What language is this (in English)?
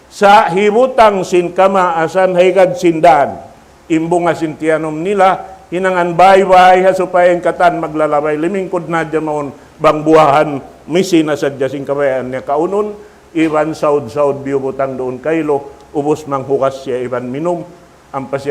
Tausug